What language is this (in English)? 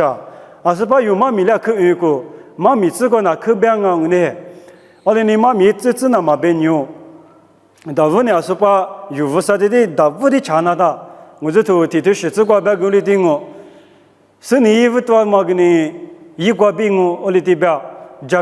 Lisu